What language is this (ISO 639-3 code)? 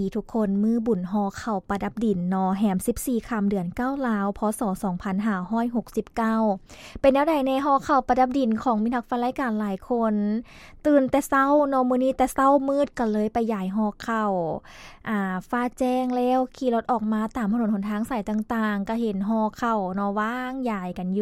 lao